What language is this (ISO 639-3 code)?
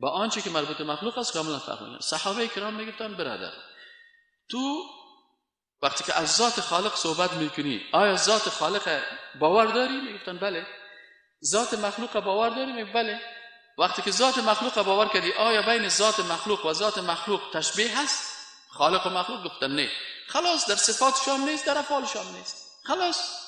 fas